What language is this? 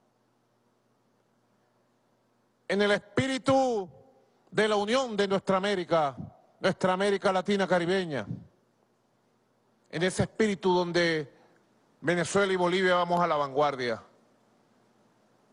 Spanish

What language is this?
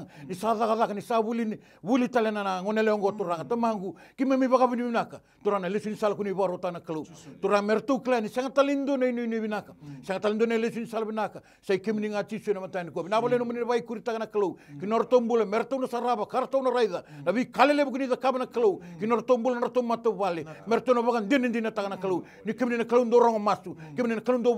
Fijian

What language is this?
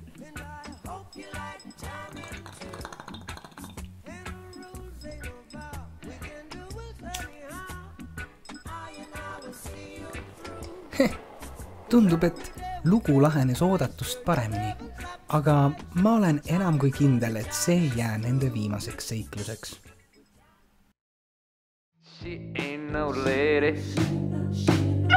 Estonian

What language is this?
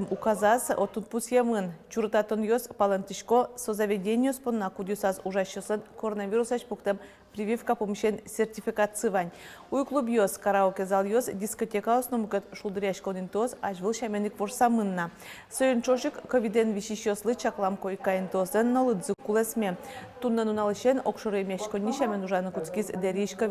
Udmurt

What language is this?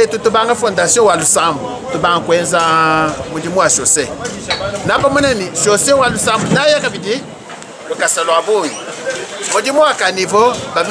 Luba-Lulua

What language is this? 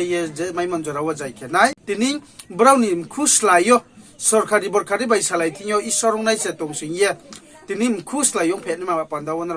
Riang (India)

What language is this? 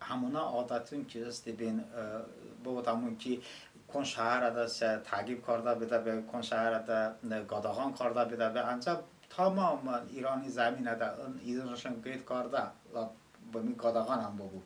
Talysh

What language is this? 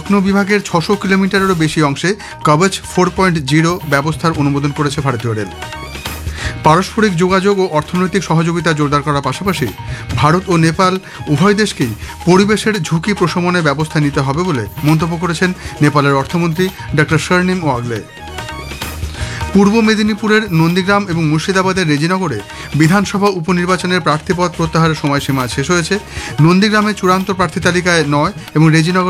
Bangla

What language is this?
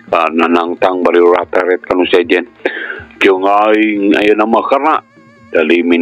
Sundanese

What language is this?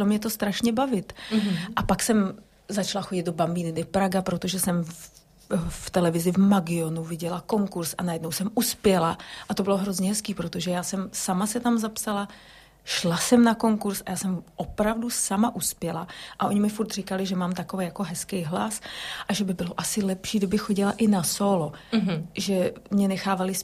Czech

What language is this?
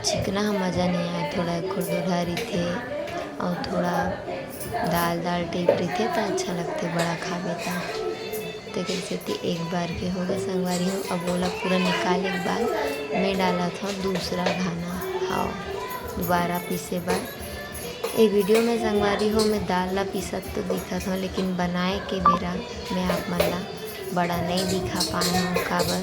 Chhattisgarhi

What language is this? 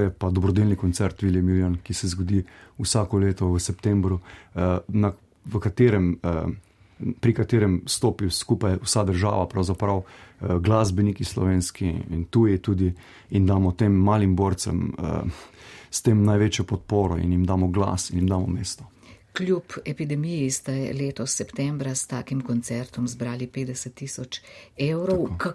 Slovenian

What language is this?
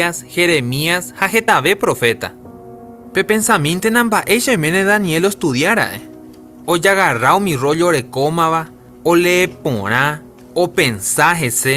Guarani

